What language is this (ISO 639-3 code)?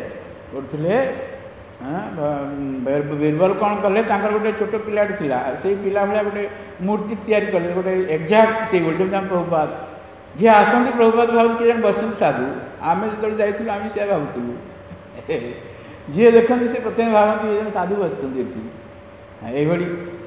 ori